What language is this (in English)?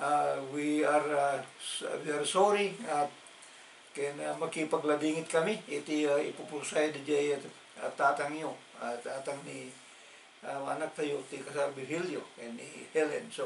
Iloko